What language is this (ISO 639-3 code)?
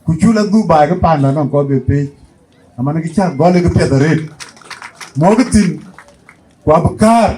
din